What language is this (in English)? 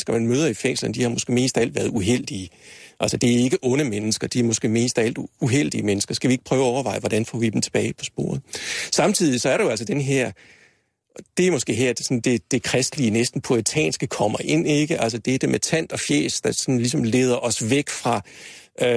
Danish